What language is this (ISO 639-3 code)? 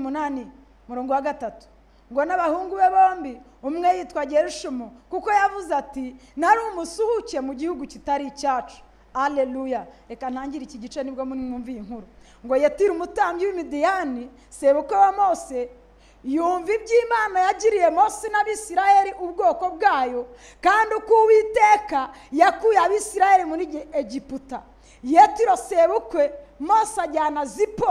kin